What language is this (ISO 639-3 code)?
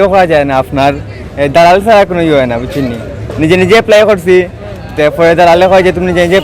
syl